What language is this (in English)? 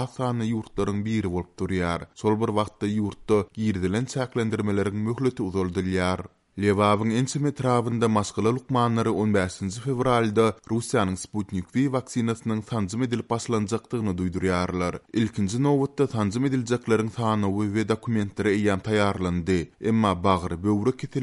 Turkmen